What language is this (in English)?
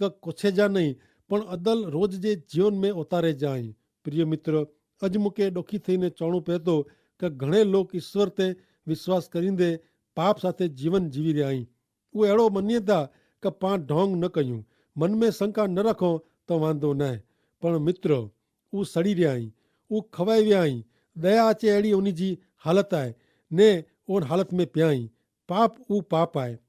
Kachhi